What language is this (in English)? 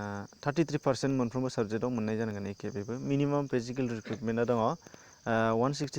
Bodo